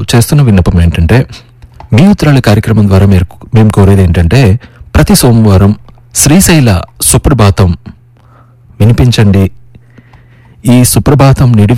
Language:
Telugu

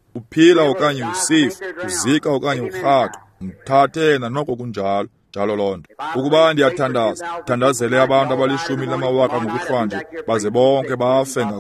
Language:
Xhosa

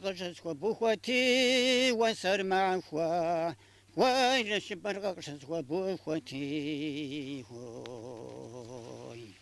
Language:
Kabardian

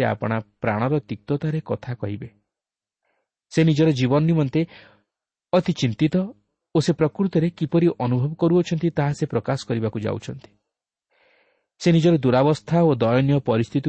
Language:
Odia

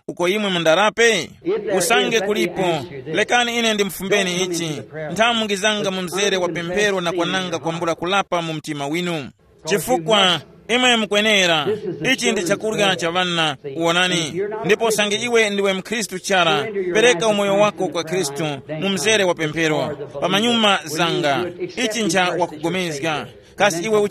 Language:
Tumbuka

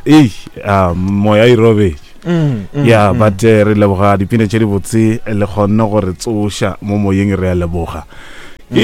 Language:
Northern Sotho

